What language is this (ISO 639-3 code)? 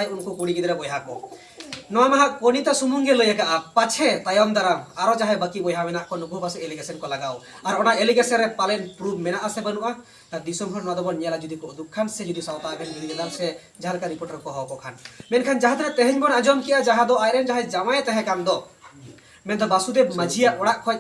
sat